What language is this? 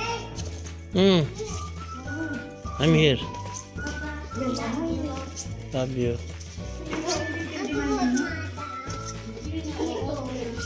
Filipino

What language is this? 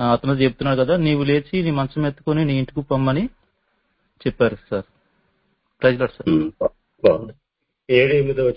Telugu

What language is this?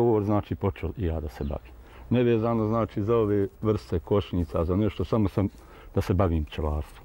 Bosnian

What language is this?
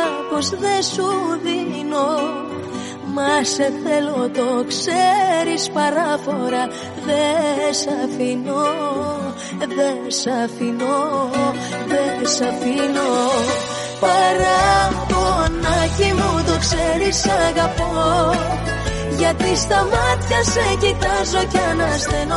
Greek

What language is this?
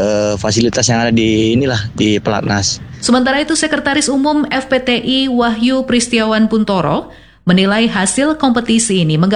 Indonesian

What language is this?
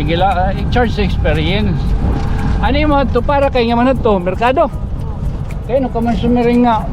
Waray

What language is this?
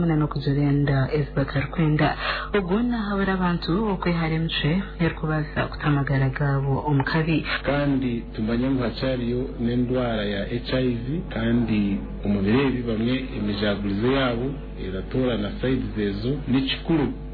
Kinyarwanda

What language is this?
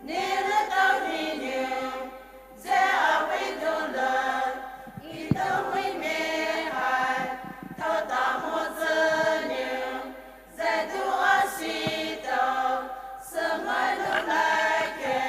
Poumei Naga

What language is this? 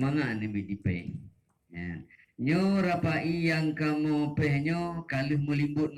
Achinese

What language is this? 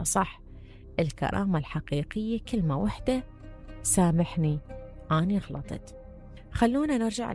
Mesopotamian Arabic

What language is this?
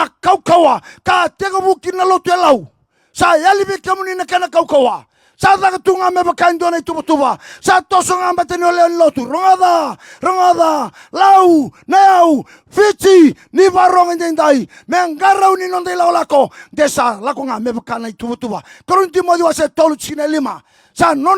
Fijian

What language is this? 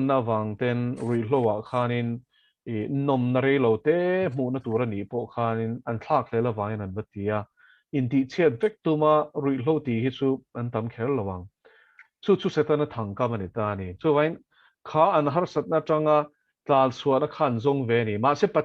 Mizo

